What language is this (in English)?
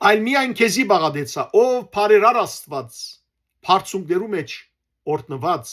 Western Armenian